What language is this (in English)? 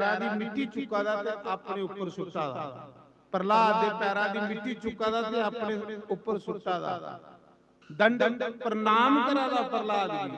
Dogri